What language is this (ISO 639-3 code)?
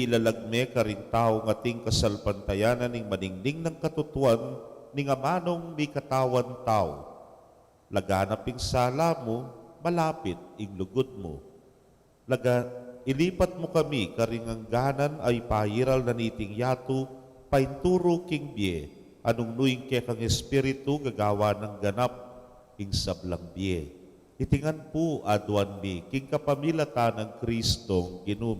pam